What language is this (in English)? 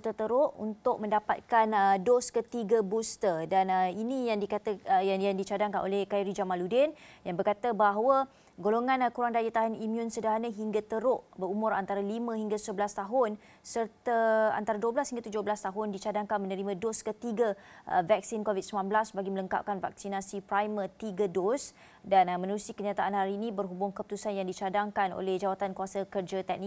Malay